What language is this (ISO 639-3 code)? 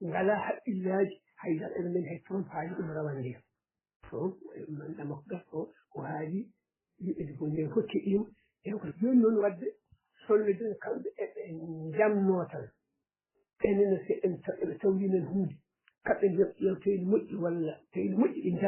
ful